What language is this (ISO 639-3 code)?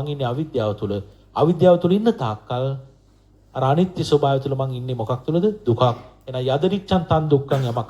sin